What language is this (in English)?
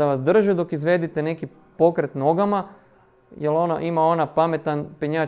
Croatian